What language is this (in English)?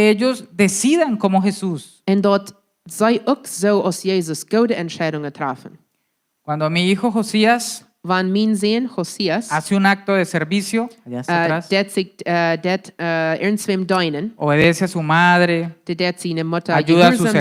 Plautdietsch